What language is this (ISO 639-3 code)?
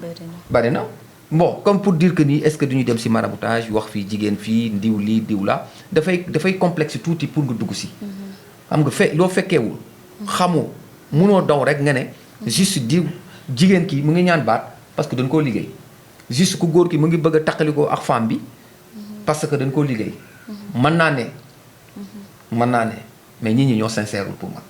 wol